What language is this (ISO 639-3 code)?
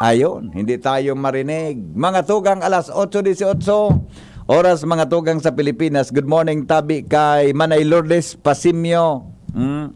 bik